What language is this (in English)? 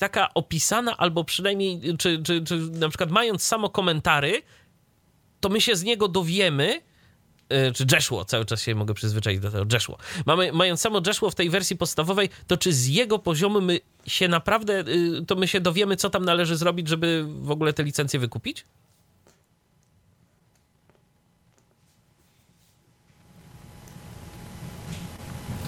Polish